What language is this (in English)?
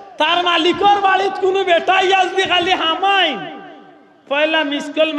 Sylheti